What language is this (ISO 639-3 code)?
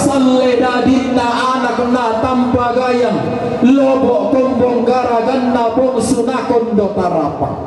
sda